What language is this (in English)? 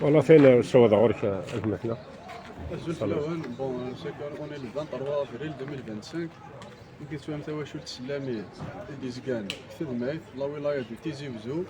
Kabyle